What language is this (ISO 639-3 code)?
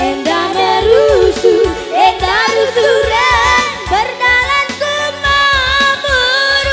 btx